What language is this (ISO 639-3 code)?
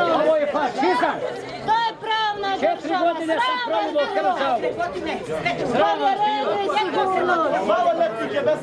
hrv